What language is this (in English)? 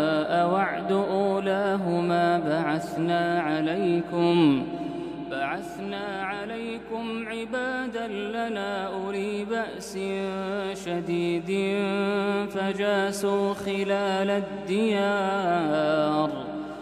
Arabic